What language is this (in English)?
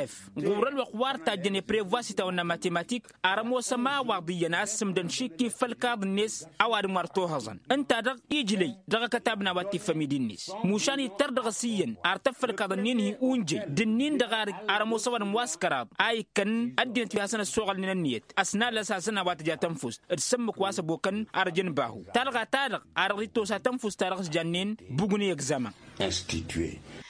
Tamasheq